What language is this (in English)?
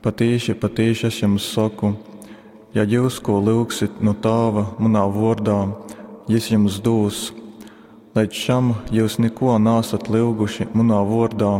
Latgalian